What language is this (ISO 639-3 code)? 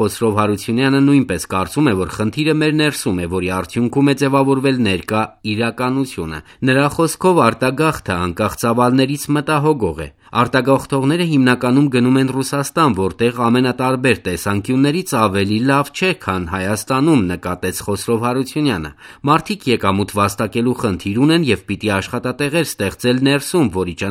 hye